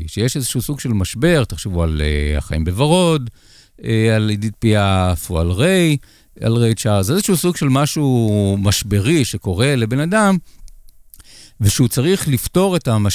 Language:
Hebrew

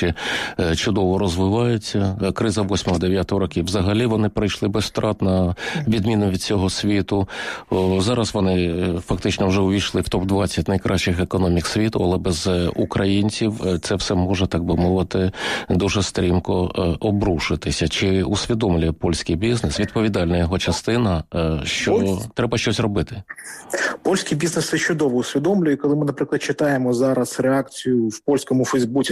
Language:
Ukrainian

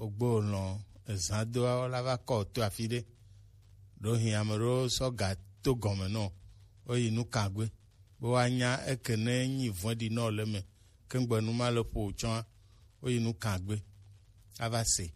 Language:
Gen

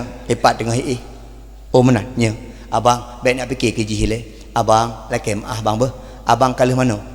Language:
Achinese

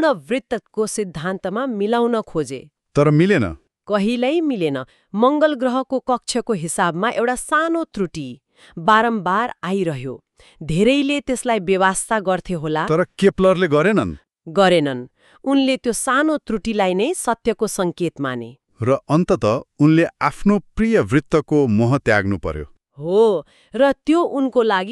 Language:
Nepali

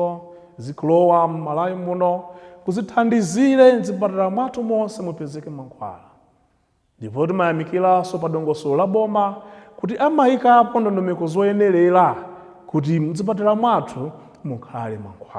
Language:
Nyanja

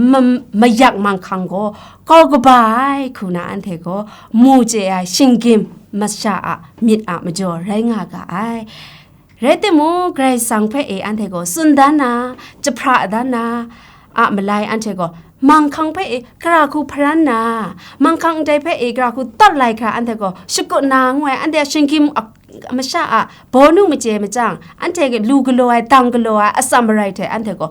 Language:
Kachin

